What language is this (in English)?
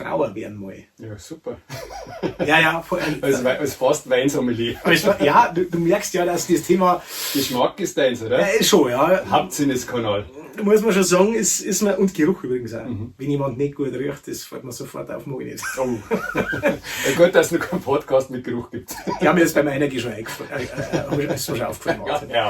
Bavarian